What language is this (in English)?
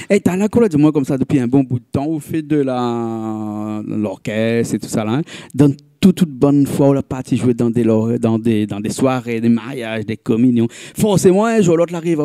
Réunion Creole French